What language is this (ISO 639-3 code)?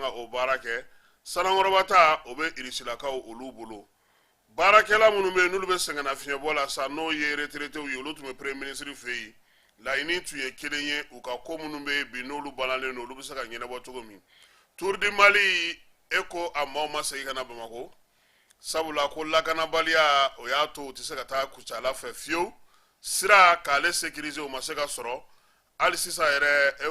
bam